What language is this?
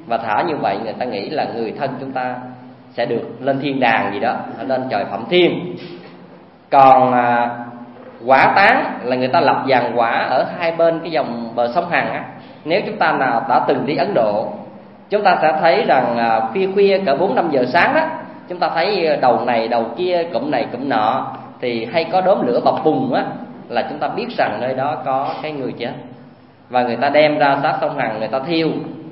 Vietnamese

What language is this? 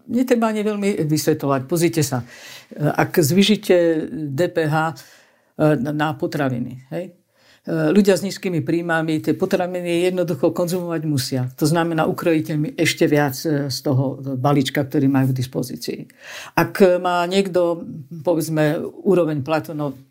Slovak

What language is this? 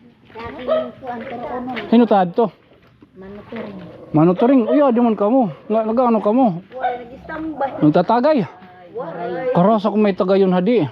Waray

